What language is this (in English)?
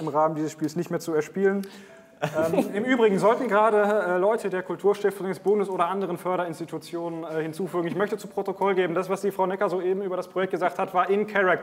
German